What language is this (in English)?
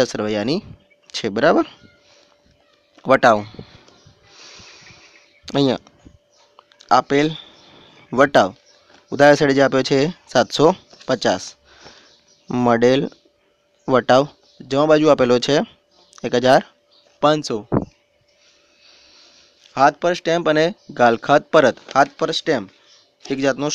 Gujarati